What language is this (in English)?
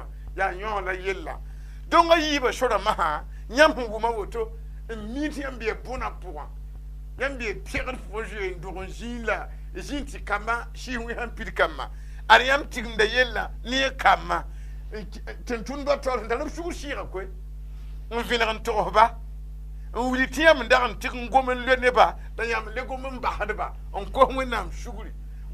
Mossi